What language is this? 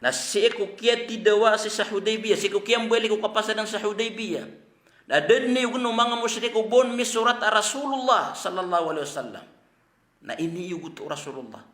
Maranao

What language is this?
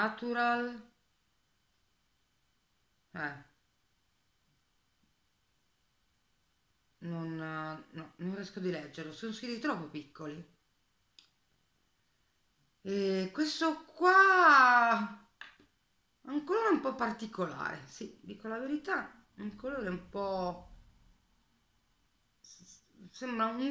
Italian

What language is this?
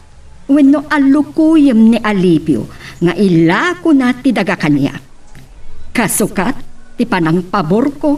Iloko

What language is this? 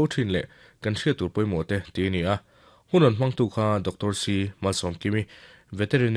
Mizo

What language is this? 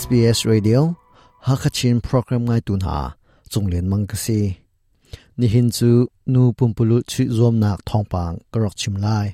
Hakha Chin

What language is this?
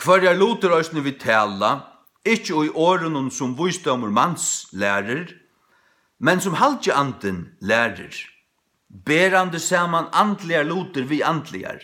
Faroese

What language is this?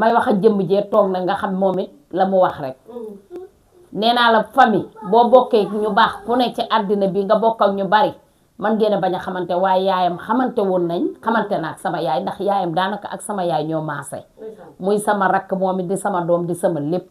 Wolof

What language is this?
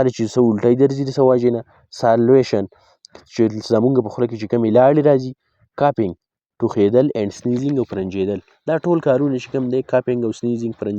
Pashto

